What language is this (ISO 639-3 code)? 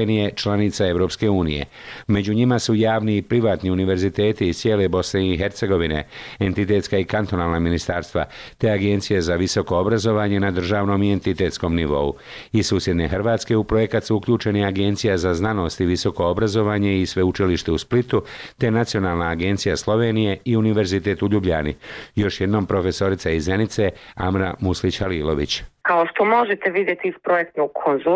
bos